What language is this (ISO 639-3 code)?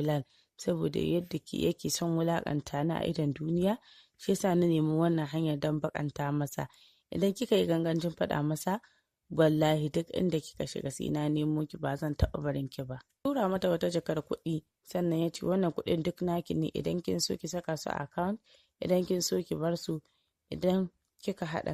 hau